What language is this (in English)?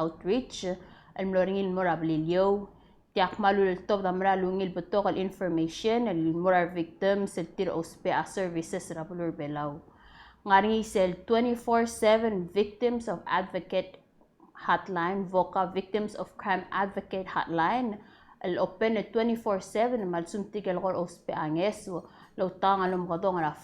Palauan